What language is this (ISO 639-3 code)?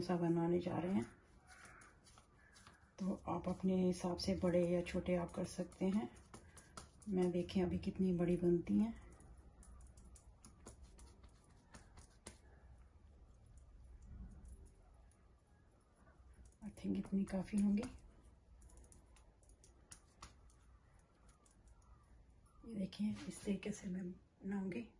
hin